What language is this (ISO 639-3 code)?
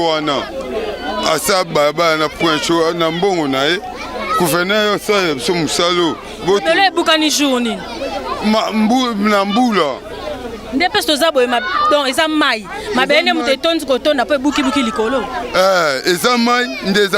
lin